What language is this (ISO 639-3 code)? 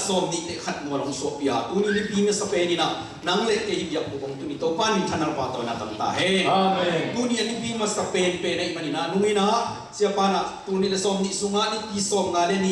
ctd